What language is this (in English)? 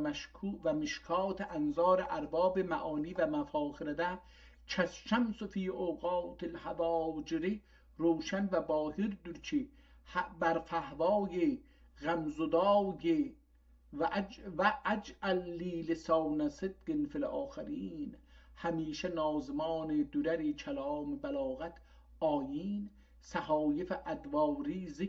South Azerbaijani